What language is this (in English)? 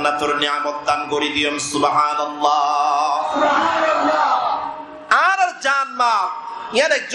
Rohingya